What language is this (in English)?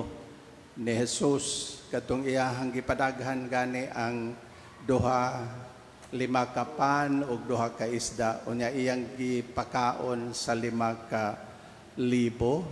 Cebuano